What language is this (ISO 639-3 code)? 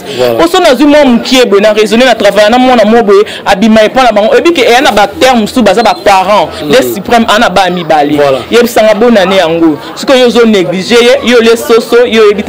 lin